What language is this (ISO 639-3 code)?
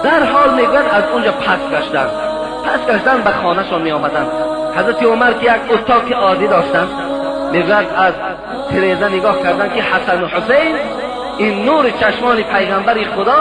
tgk